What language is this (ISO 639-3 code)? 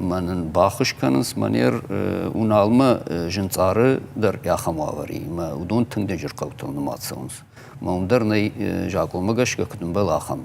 oss